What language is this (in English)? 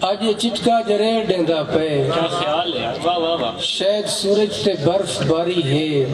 Saraiki